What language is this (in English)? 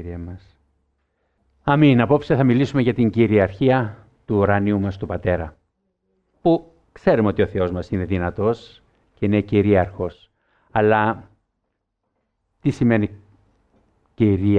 Greek